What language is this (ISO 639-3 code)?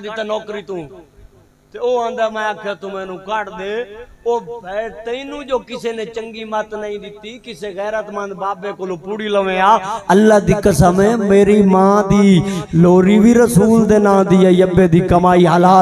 skr